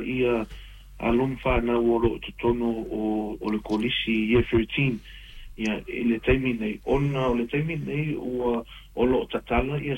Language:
Samoan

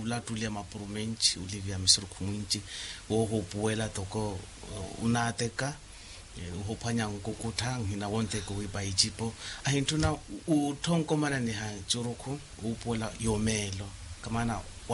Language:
Makhuwa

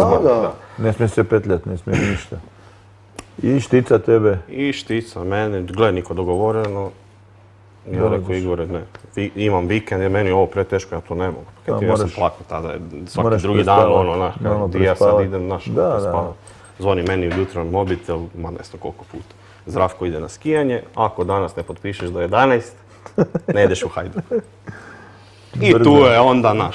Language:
Croatian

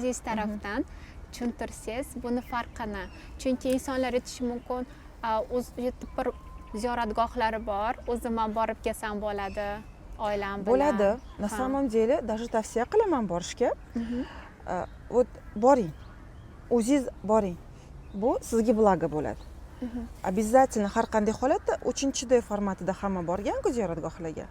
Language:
Uzbek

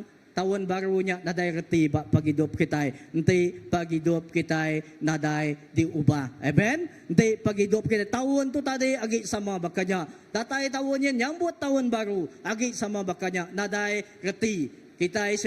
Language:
Iban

